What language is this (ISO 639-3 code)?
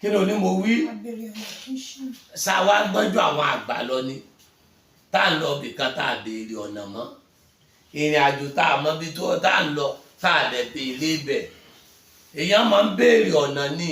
yor